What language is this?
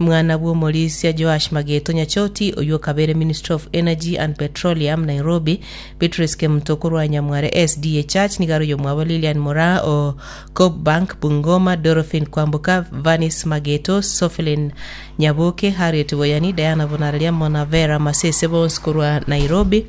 Gusii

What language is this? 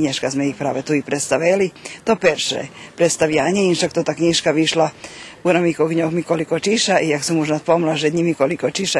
Rusyn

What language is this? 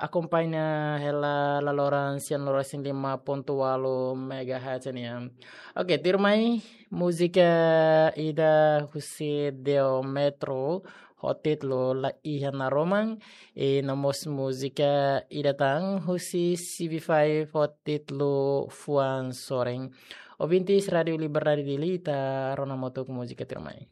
Tetum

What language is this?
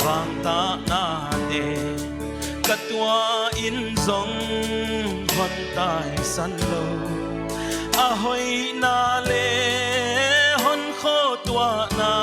Paite Chin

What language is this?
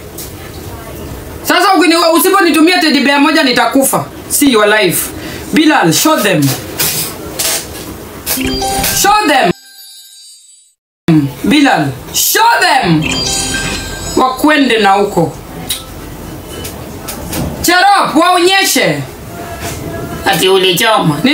Swahili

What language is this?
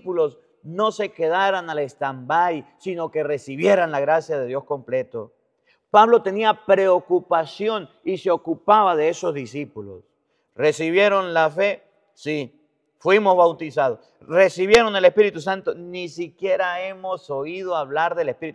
Spanish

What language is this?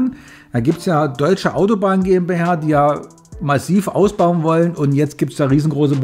German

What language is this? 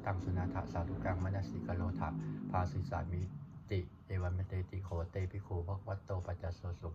Pali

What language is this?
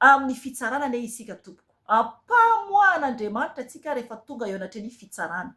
Malagasy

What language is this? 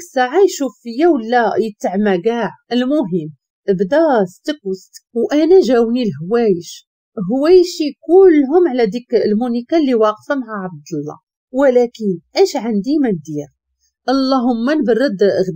Moroccan Arabic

